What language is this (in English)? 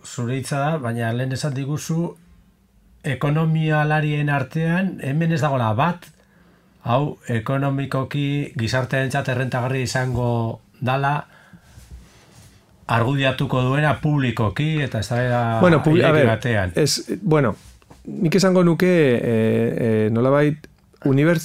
Basque